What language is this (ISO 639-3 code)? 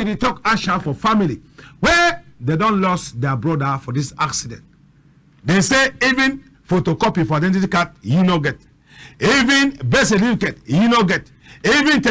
wes